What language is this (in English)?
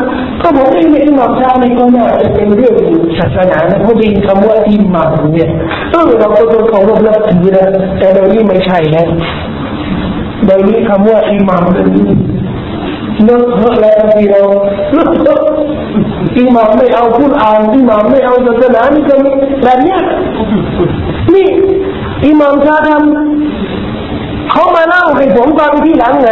Thai